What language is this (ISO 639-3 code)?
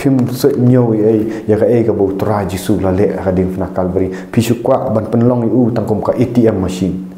kha